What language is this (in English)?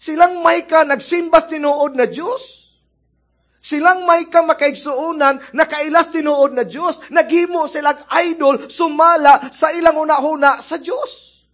Cebuano